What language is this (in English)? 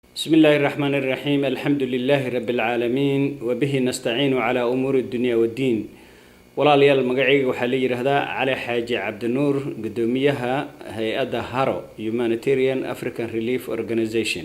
Somali